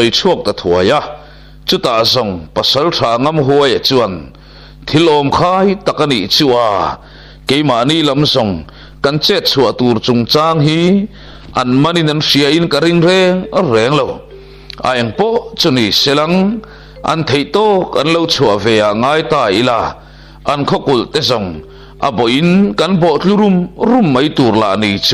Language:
Mizo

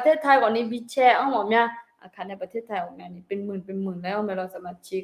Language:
Akha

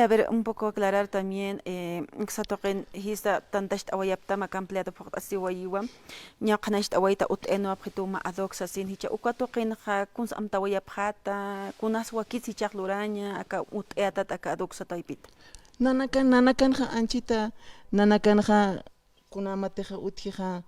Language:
Aymara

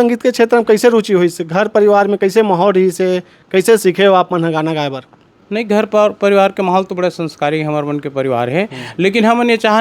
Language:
Chhattisgarhi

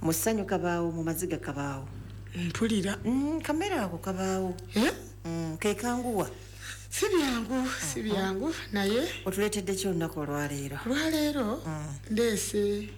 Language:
Ganda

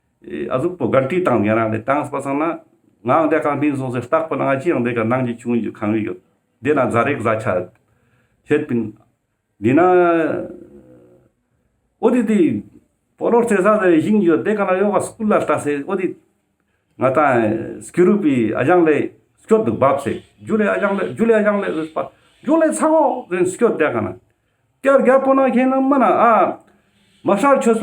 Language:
Ladakhi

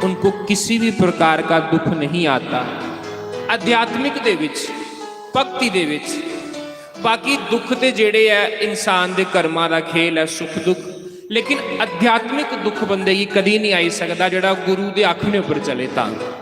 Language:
Dogri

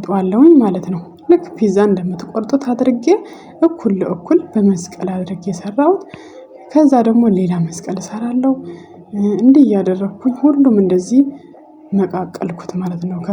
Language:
Amharic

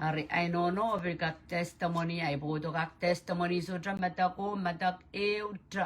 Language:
Pohnpeian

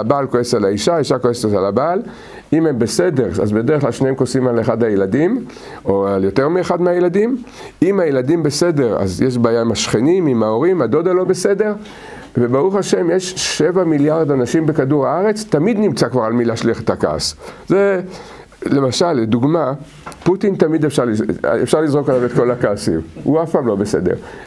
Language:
Hebrew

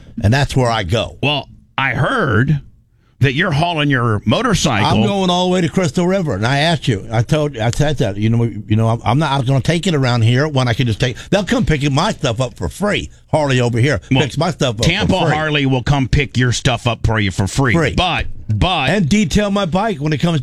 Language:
English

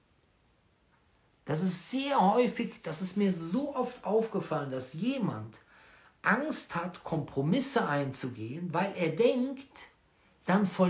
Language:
German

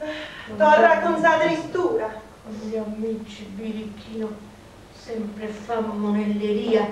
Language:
Sardinian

